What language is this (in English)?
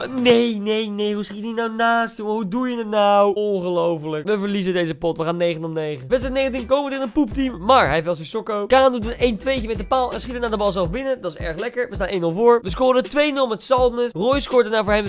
Dutch